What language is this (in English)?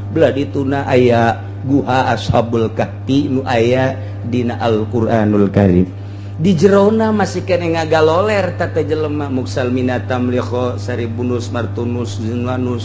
Sundanese